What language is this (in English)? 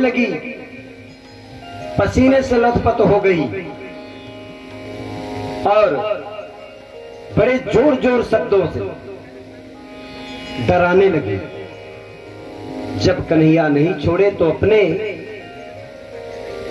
Hindi